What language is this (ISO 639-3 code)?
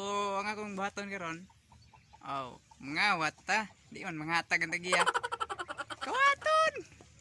ceb